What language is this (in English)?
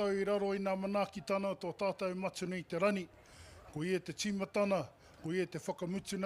Māori